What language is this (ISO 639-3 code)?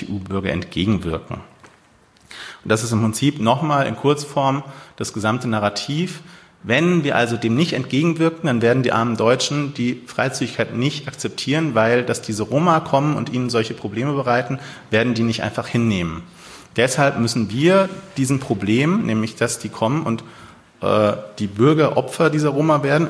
deu